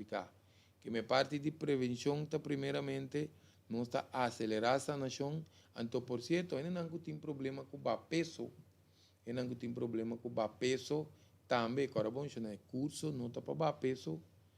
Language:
Papiamento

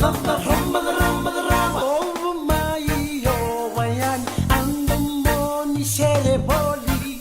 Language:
Fijian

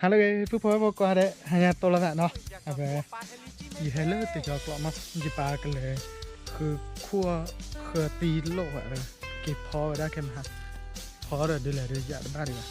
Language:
S'gaw Karen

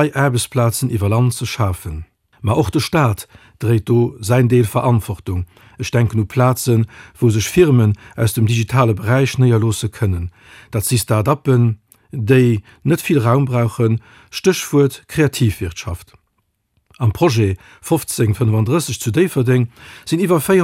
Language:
Luxembourgish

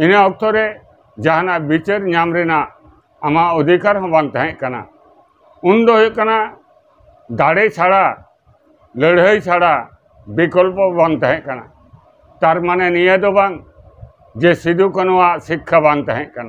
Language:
Santali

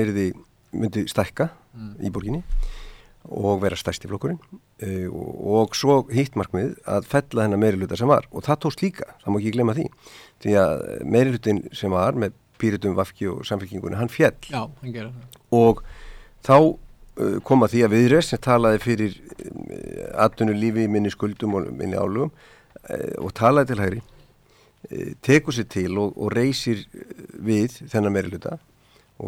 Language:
Icelandic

